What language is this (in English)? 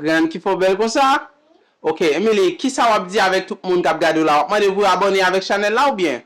Haitian Creole